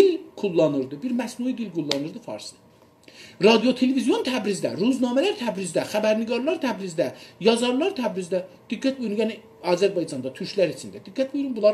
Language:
South Azerbaijani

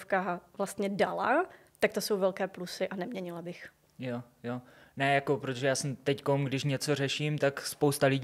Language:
Czech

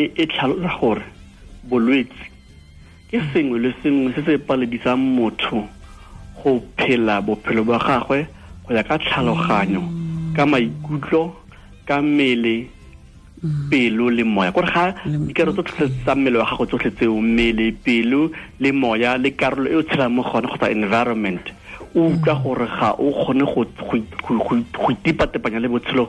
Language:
Tswana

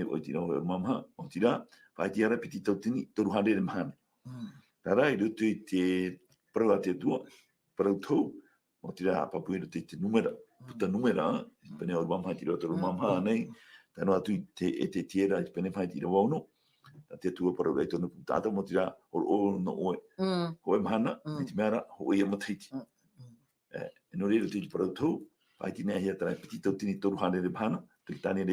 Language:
Tahitian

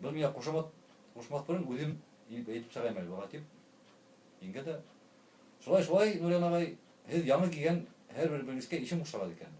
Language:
Bashkir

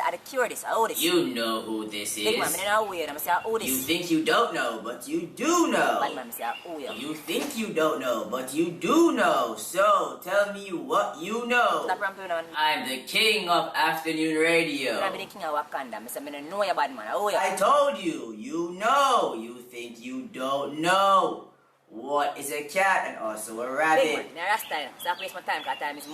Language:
Jamaican Creole English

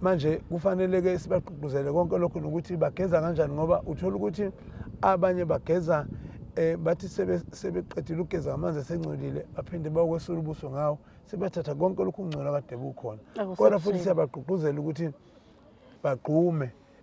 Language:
Zulu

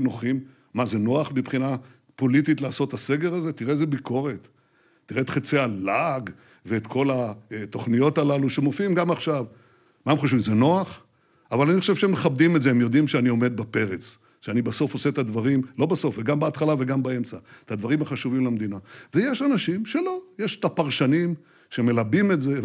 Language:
Hebrew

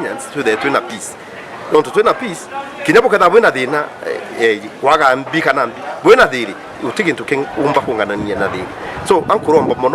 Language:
Meru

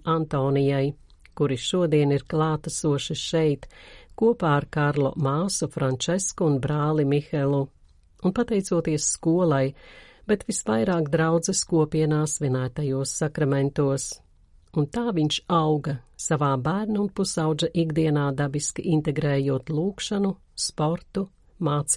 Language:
Latvian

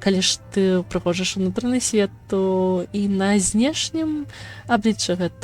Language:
Belarusian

